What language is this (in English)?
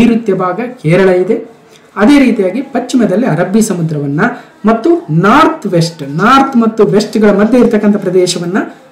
Kannada